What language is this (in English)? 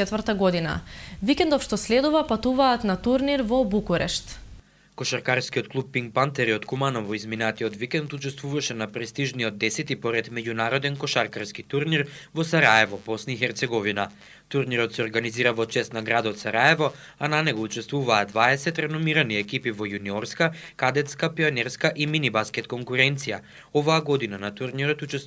Macedonian